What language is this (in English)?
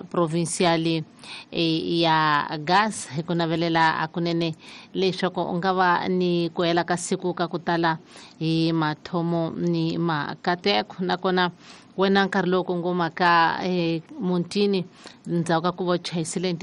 Tsonga